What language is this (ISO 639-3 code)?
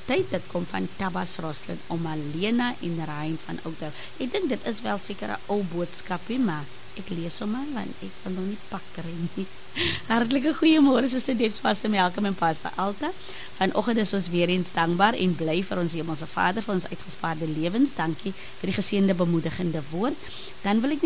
afr